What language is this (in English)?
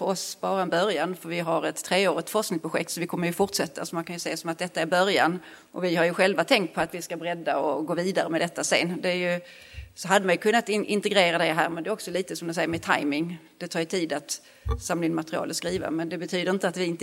Swedish